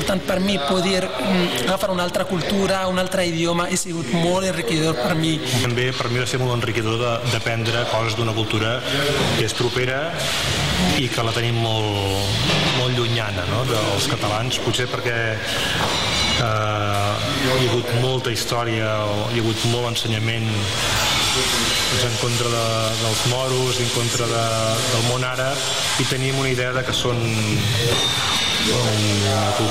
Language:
Catalan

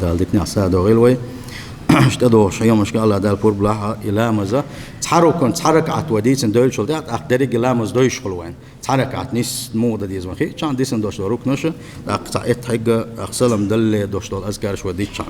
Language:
Chechen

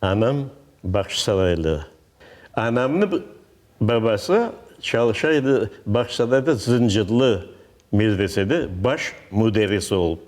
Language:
Crimean Tatar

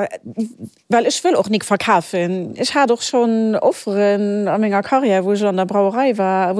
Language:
Luxembourgish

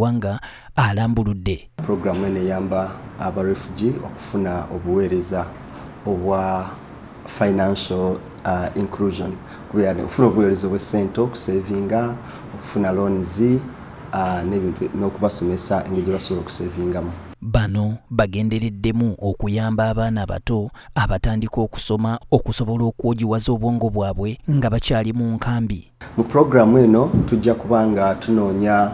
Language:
Ganda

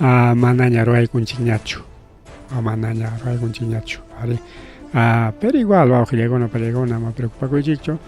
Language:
Ayacucho Quechua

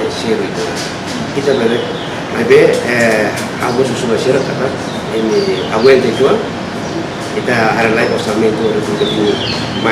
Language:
Tetum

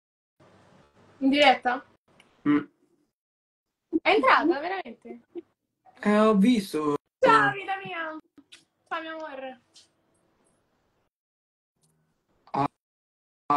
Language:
Italian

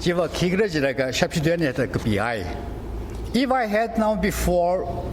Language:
Tangkhul Naga (India)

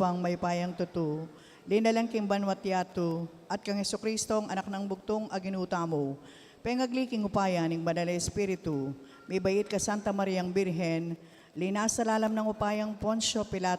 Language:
Pampanga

